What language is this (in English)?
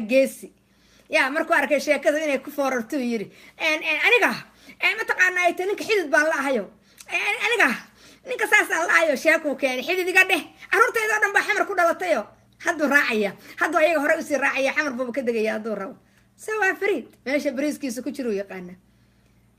Somali